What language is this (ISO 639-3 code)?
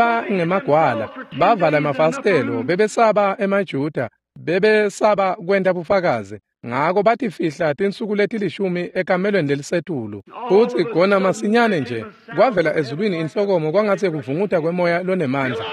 ssw